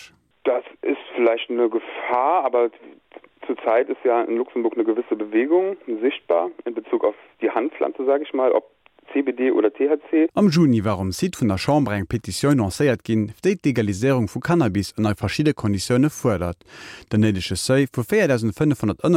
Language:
Luxembourgish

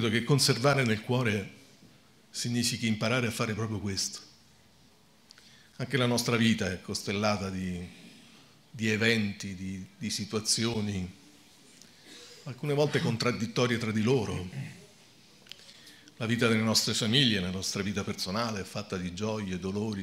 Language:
Italian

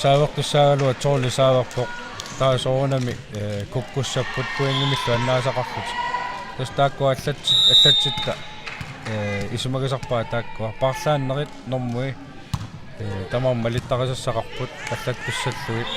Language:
Kalaallisut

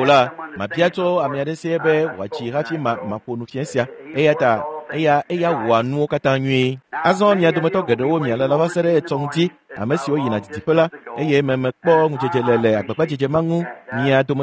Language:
Ewe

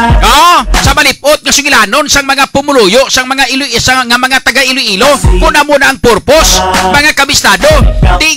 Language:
Hiligaynon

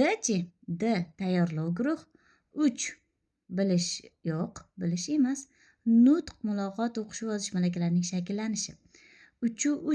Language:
Uzbek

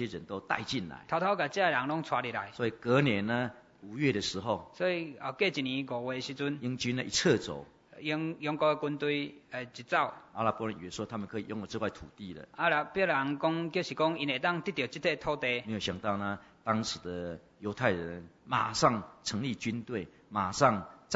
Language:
Chinese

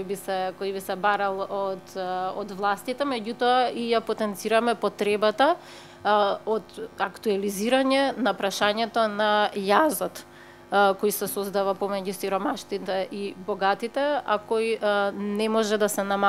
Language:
Macedonian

